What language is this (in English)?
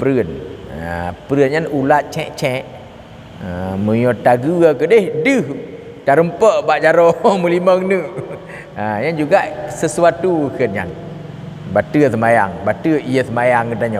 Achinese